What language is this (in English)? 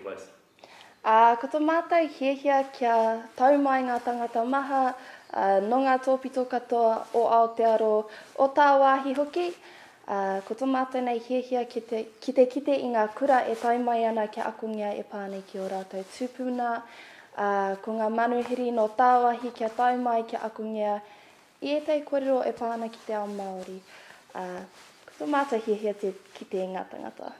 Māori